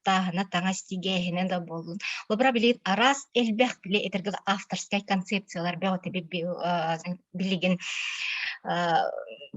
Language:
Yakut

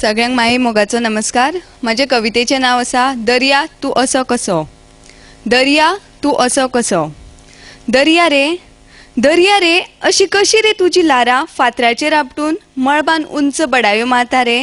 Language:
Konkani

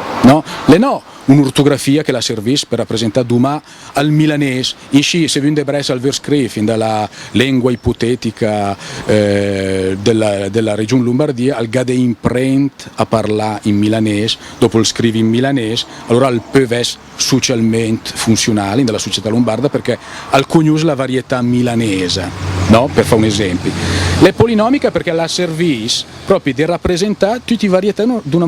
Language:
Lombard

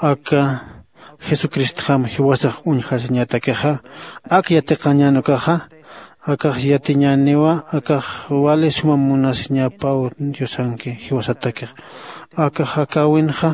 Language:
Aymara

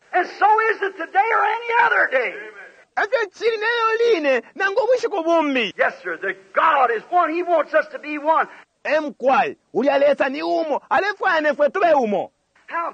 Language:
Bemba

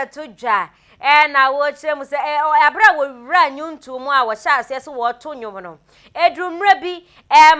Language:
Akan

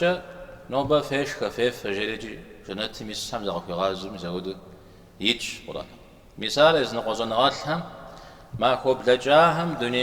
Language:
Kabardian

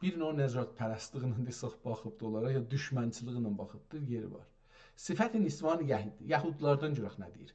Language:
South Azerbaijani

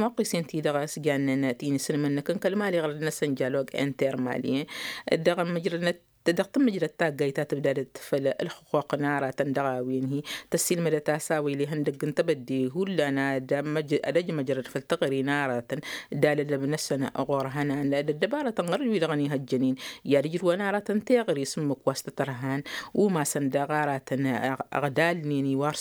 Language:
Tamasheq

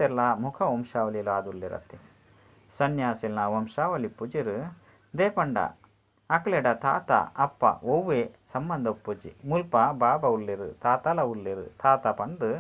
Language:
Tulu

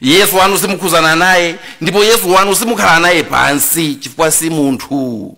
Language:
Nyanja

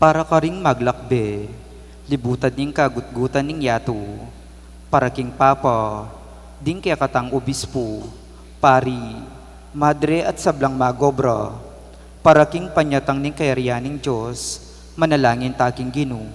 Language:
Pampanga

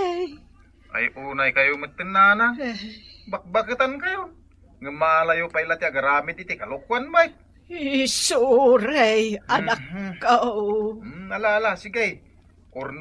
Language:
Iloko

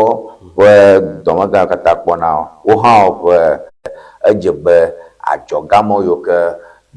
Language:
Ewe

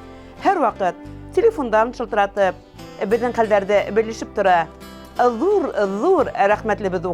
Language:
Bashkir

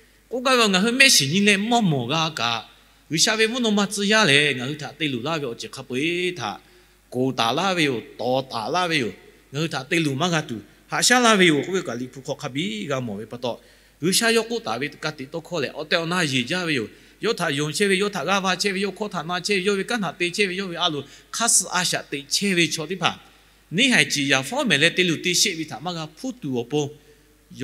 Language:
Lahu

